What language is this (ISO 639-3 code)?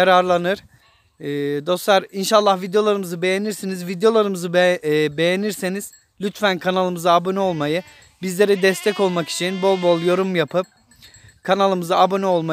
tur